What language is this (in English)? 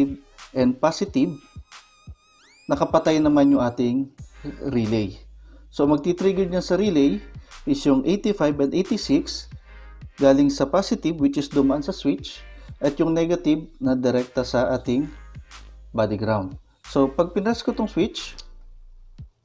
Filipino